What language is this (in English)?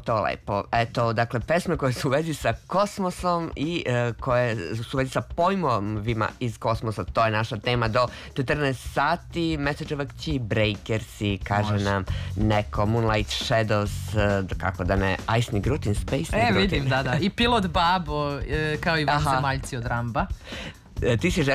Serbian